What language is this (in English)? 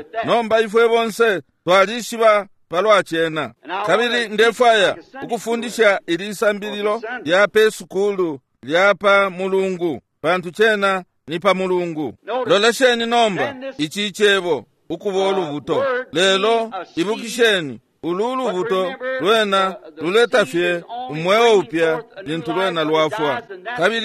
Bemba